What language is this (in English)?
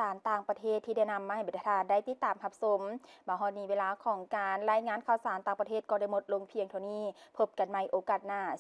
Lao